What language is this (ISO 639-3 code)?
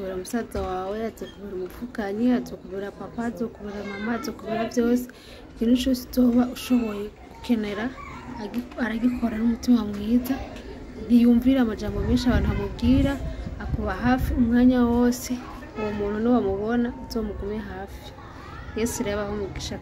run